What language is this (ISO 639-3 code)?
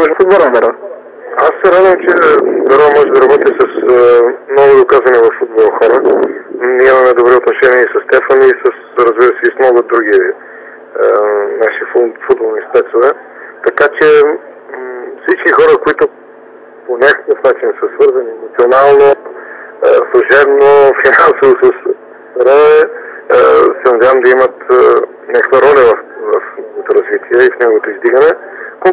bul